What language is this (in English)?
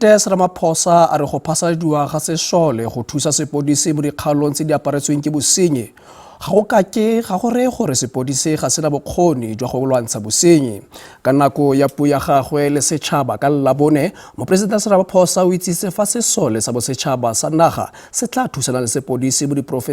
Tswana